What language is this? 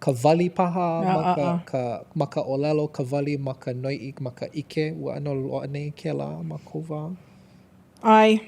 Hawaiian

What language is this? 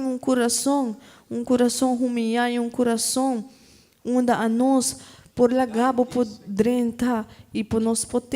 Papiamento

